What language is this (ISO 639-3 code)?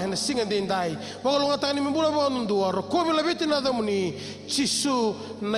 fij